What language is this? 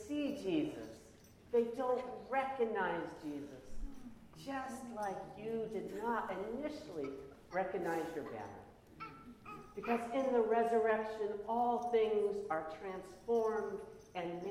English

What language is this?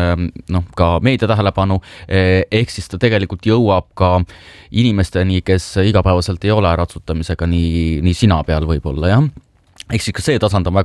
Estonian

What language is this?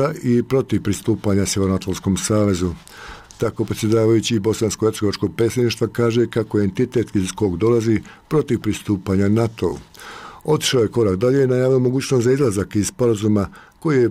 Croatian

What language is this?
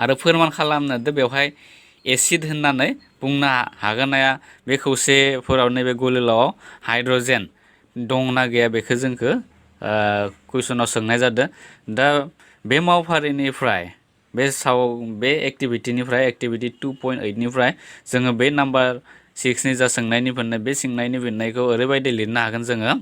Bodo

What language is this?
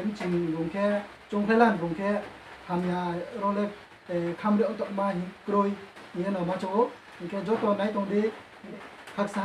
Riang (India)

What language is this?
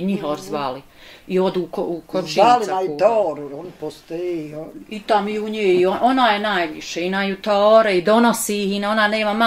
Bosnian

